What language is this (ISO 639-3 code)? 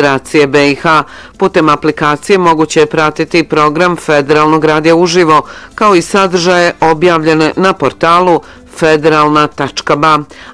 bos